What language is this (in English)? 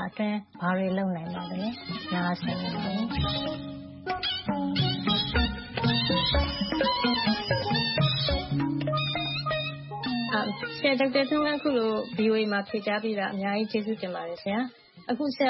Burmese